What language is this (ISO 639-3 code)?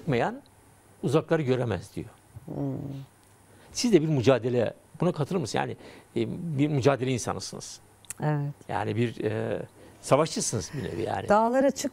tur